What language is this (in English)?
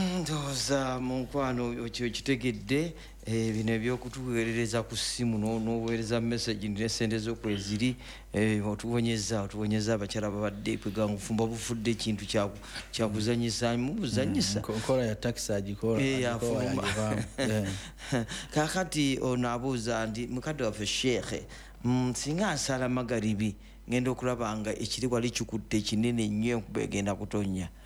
Ganda